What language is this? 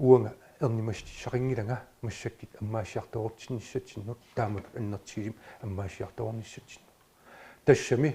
Kalaallisut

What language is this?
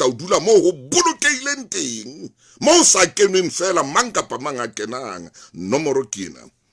Southern Sotho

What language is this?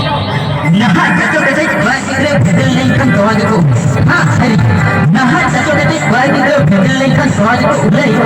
Santali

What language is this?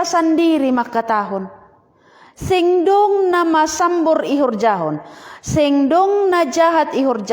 Batak Simalungun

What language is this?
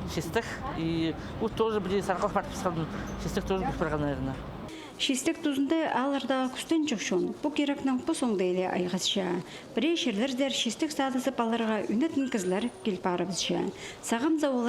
Khakas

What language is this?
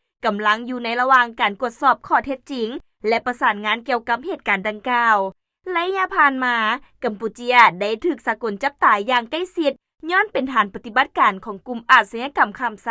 Lao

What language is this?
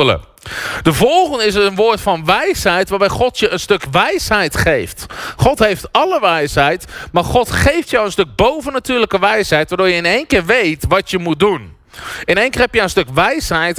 Dutch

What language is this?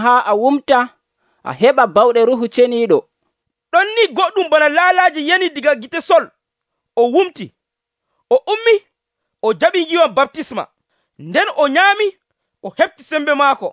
Nigerian Fulfulde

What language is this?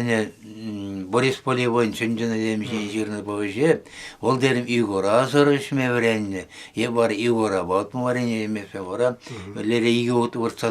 Chuvash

